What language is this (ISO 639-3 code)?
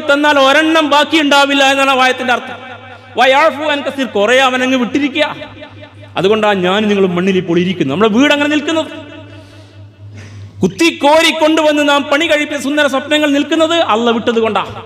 mal